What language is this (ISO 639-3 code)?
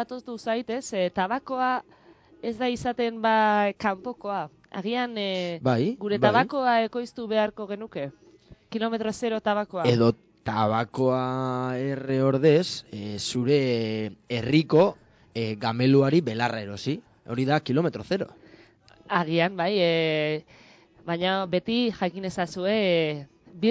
eus